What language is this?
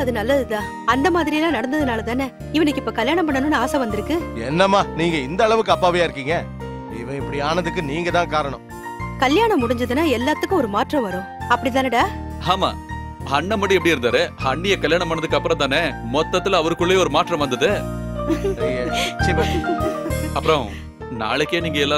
Tamil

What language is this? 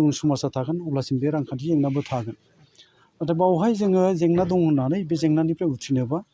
Bodo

